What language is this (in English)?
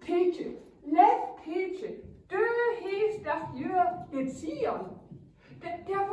Northern Frisian